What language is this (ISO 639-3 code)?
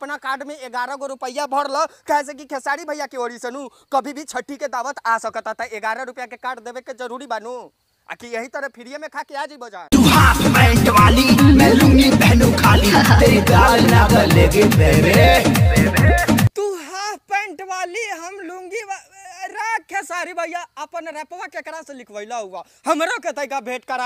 bho